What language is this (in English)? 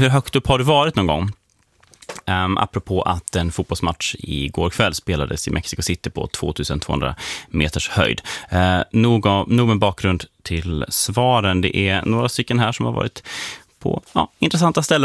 Swedish